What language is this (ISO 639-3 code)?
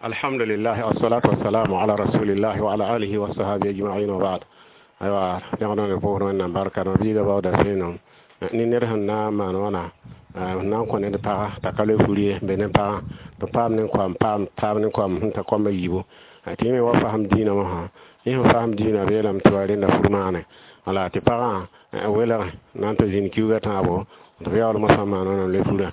mos